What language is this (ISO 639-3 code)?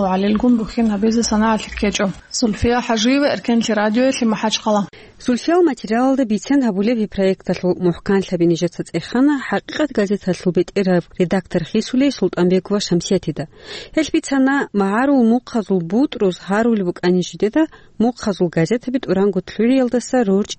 ava